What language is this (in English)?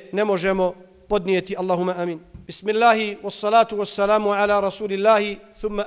Bosnian